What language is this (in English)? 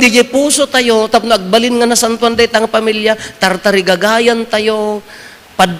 Iloko